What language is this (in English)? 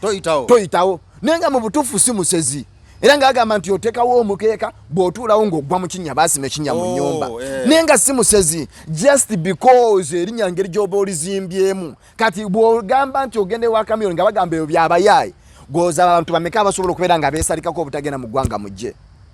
Ganda